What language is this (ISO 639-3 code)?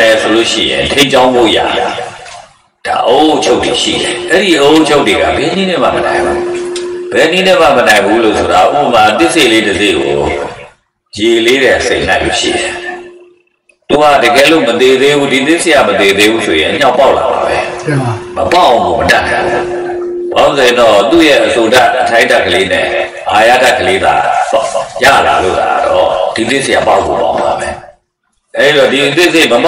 mya